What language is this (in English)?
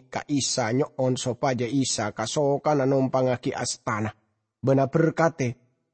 Madurese